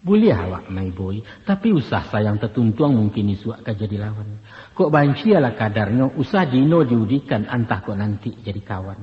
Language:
Minangkabau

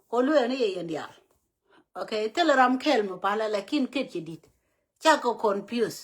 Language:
Nuer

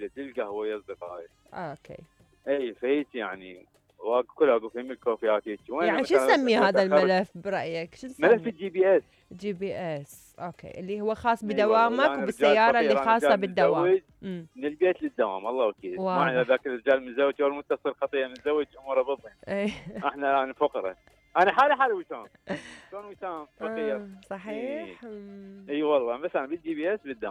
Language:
Mesopotamian Arabic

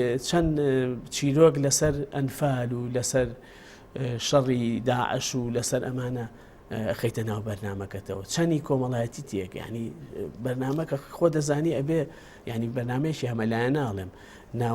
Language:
Central Kurdish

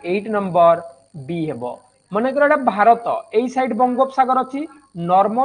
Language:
Odia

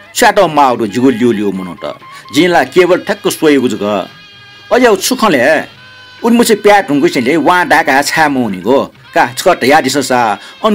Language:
Newari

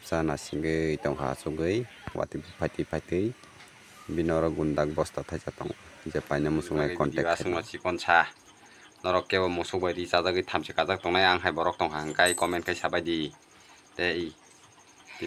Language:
Kok Borok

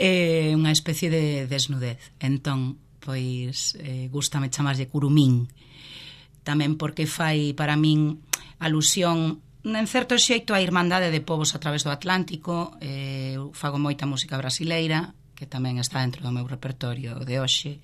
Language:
Galician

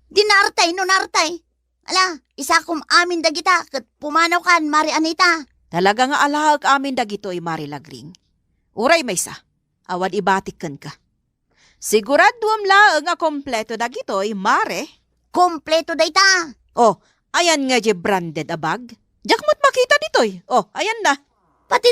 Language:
Iloko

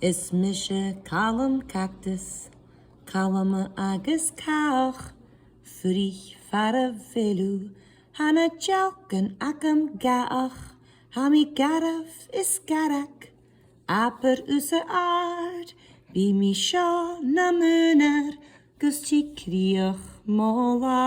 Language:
Scottish Gaelic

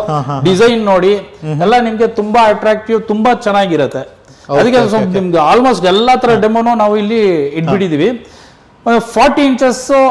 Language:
Kannada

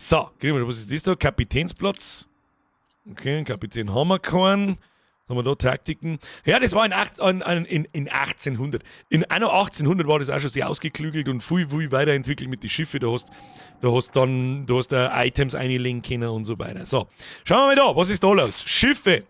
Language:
Bavarian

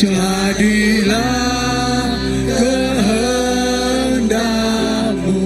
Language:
Iban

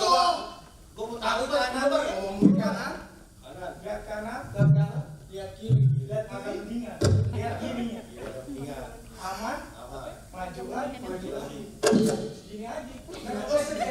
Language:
Betawi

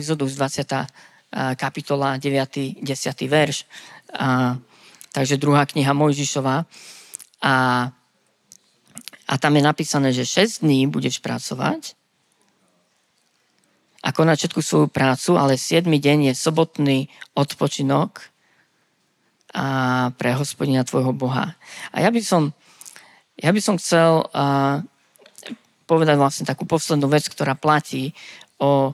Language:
Slovak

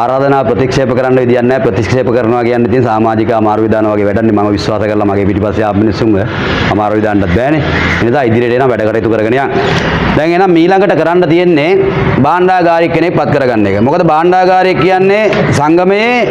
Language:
Sinhala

